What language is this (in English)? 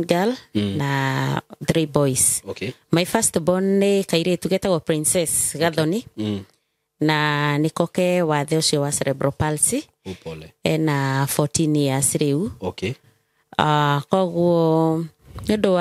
Kikuyu